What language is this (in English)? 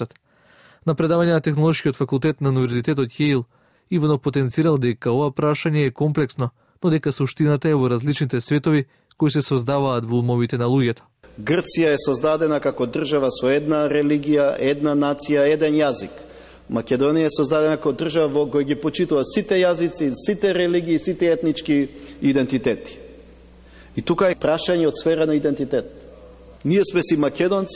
Macedonian